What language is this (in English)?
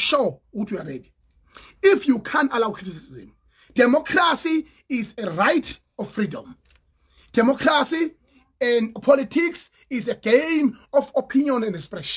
Zulu